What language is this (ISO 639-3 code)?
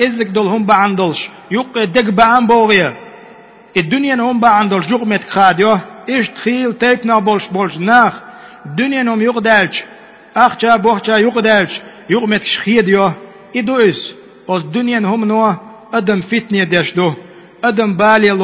che